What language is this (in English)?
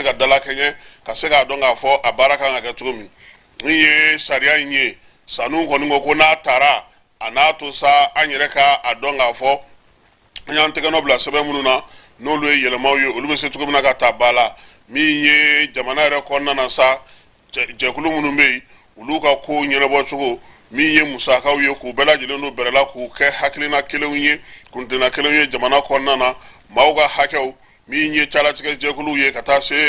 Bambara